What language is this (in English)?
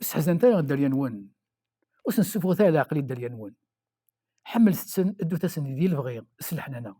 Kabyle